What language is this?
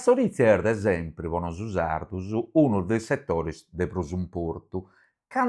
Sardinian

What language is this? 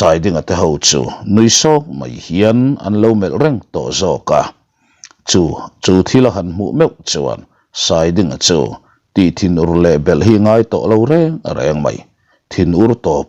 Mizo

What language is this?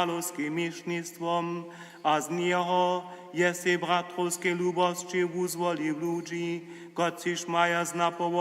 Upper Sorbian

